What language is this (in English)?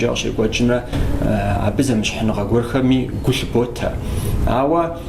Kabardian